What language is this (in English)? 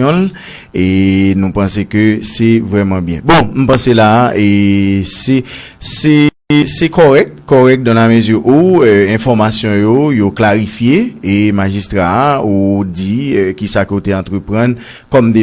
Haitian Creole